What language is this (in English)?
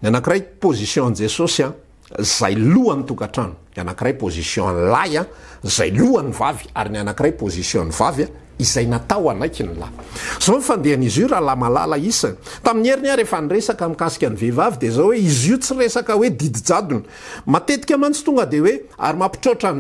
Malagasy